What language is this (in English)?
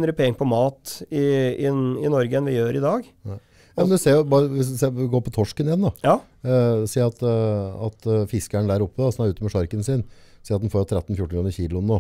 Norwegian